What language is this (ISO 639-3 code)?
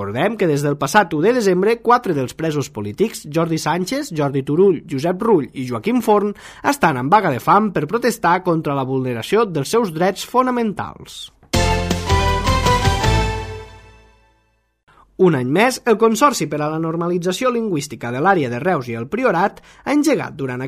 cat